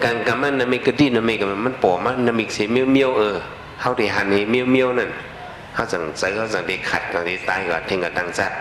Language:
Shan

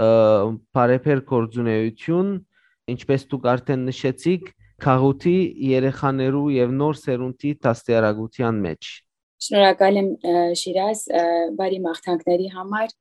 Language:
Western Armenian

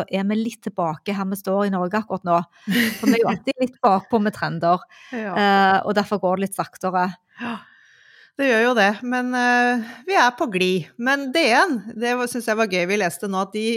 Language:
Norwegian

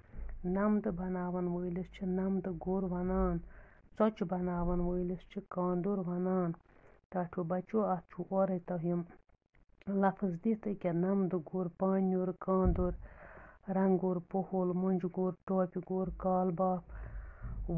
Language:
Kashmiri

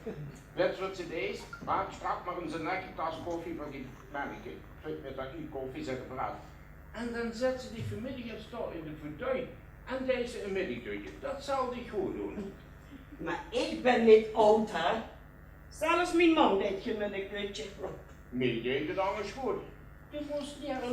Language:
Limburgish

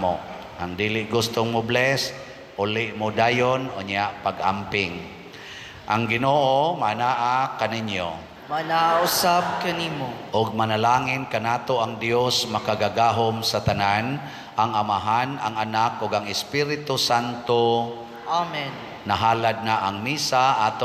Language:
Cebuano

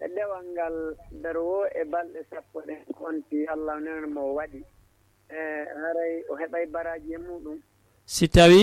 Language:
Fula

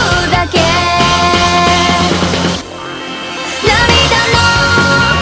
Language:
Japanese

